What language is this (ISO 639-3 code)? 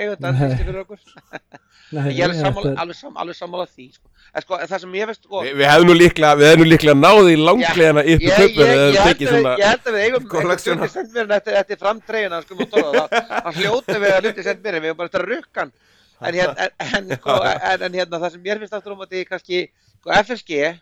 isl